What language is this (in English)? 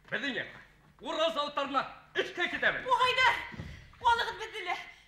Bashkir